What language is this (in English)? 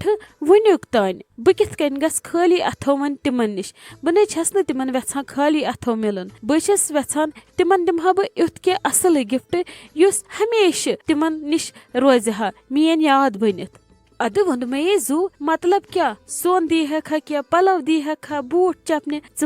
Kashmiri